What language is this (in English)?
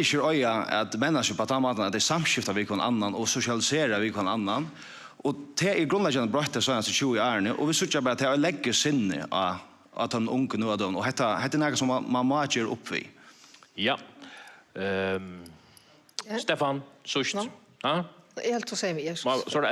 Faroese